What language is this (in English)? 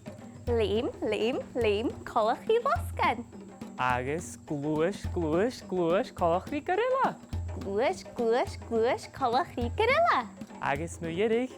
Scottish Gaelic